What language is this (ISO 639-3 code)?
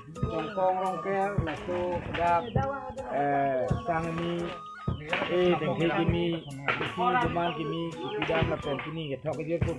mjw